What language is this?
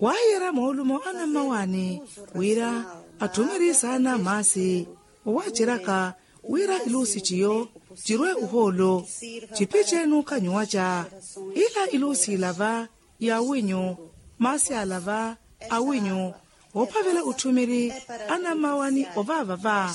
Makhuwa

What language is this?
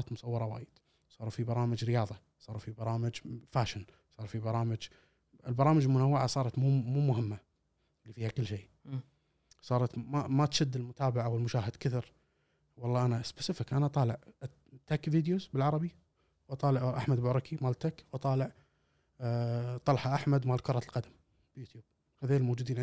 Gulf Arabic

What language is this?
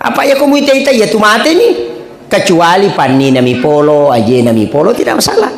Buginese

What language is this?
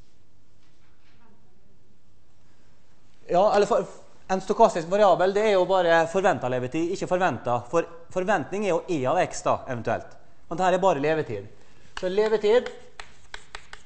Norwegian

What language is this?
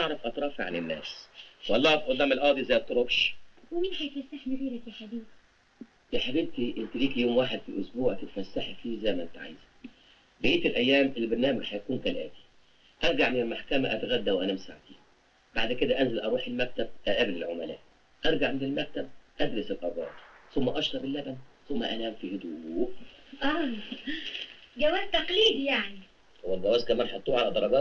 Egyptian Arabic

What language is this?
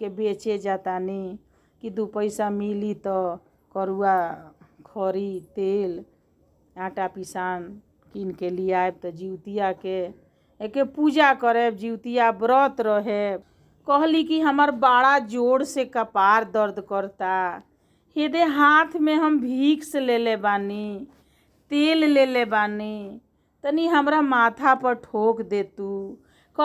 Bhojpuri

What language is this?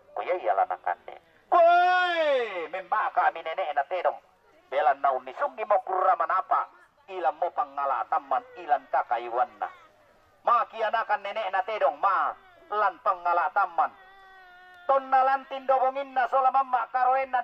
Toraja-Sa'dan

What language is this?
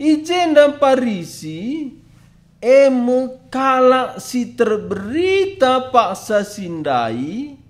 Batak Karo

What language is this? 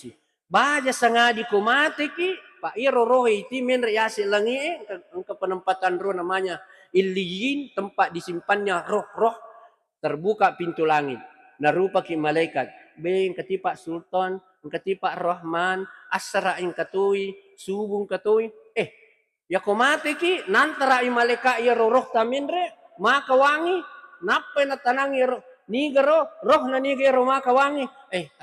Buginese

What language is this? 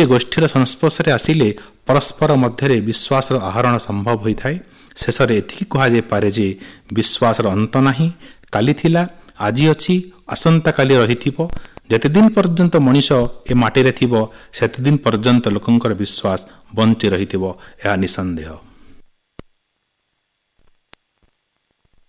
Odia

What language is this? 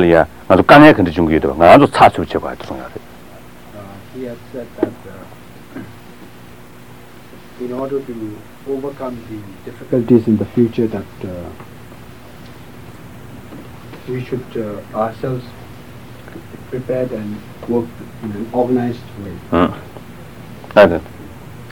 English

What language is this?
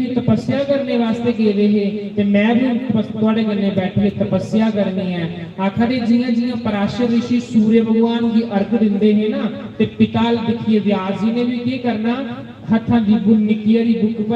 Dogri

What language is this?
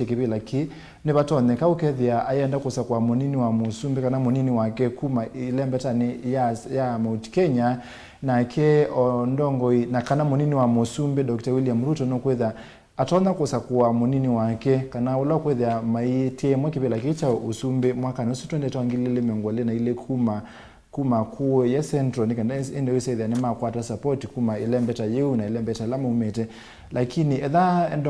Kamba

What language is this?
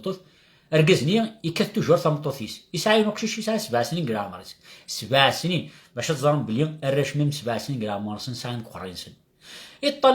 Kabyle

